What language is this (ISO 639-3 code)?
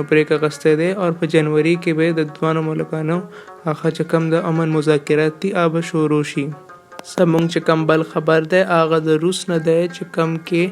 pus